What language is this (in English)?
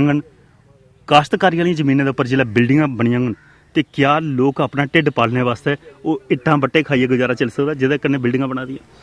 Dogri